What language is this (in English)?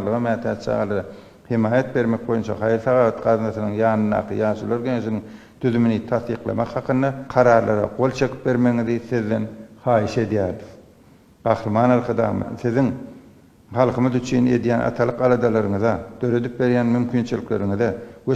Turkmen